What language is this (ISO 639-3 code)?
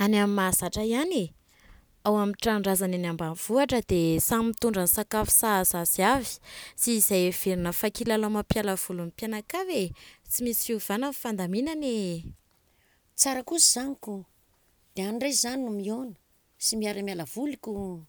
mlg